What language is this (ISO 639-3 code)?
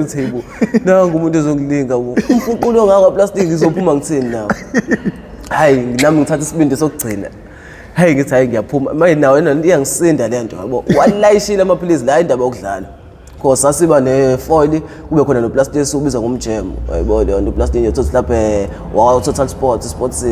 zul